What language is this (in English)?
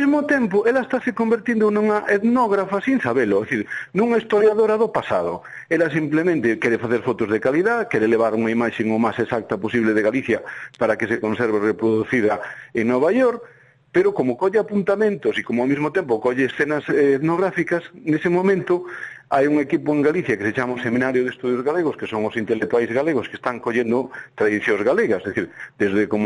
Galician